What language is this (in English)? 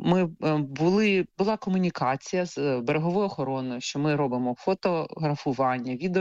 Ukrainian